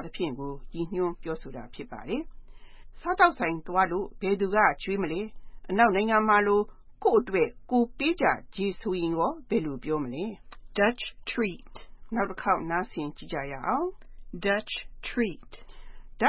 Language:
Burmese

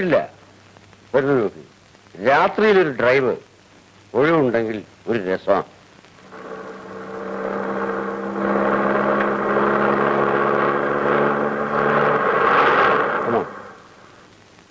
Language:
Malayalam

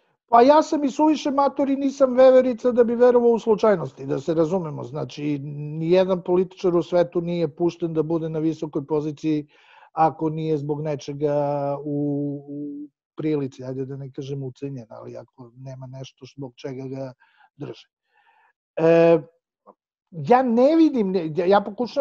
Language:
Serbian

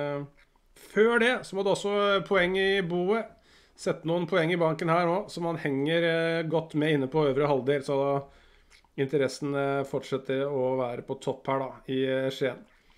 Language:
Norwegian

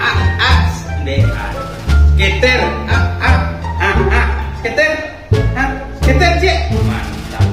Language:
Minangkabau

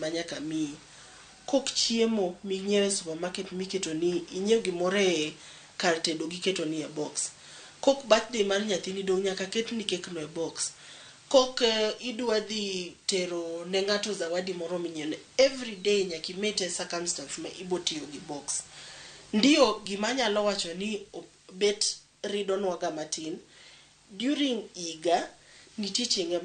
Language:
Luo (Kenya and Tanzania)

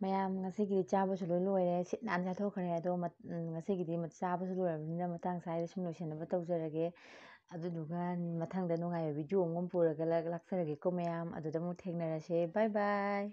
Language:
Manipuri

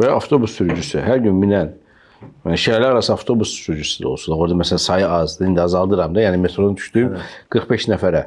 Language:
Azerbaijani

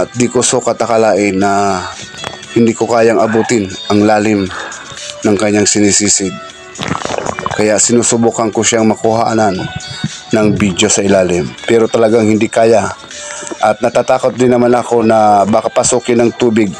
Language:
Filipino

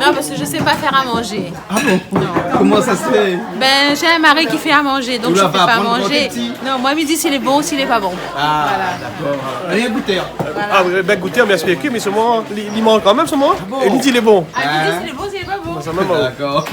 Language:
Réunion Creole French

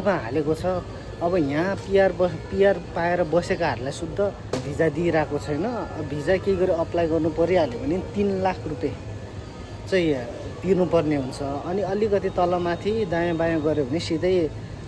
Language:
Nepali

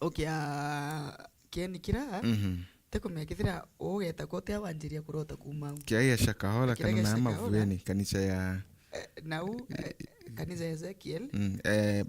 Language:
Meru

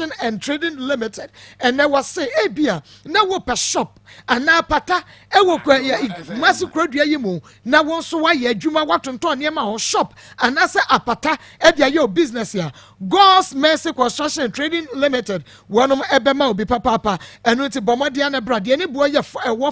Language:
Akan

